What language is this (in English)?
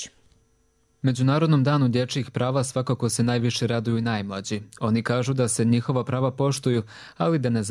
Croatian